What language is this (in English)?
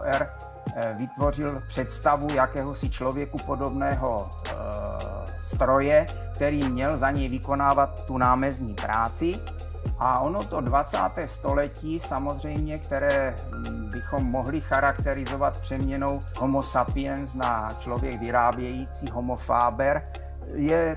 Czech